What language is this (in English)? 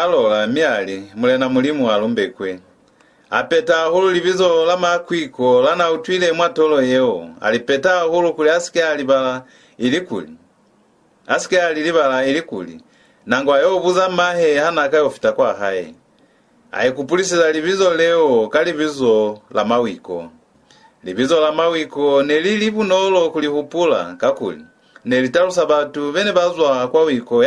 Lozi